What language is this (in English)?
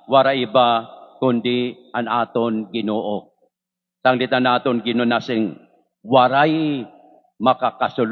Waray